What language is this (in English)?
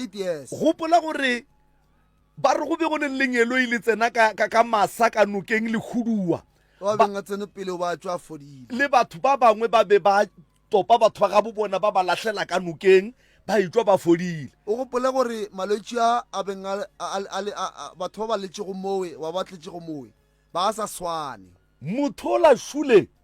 Northern Sotho